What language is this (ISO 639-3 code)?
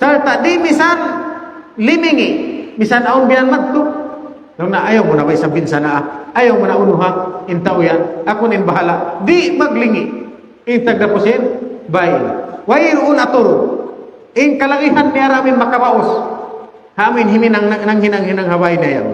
tsg